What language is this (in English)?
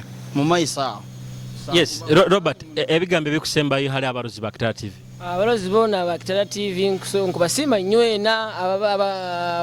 Nyoro